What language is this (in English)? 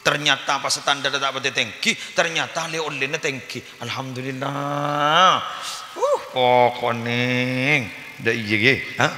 Madurese